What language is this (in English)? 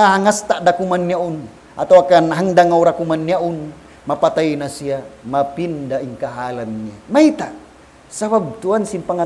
Tausug